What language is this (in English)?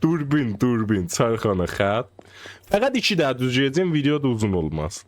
South Azerbaijani